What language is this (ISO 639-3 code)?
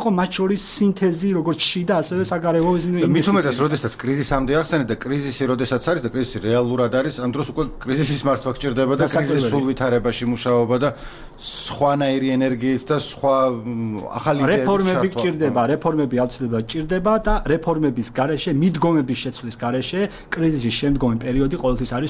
kat